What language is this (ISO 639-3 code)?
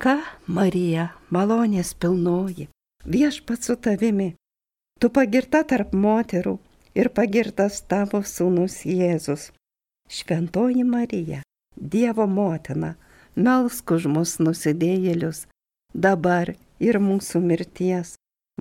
lit